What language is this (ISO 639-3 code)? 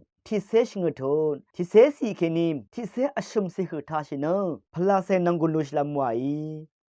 raw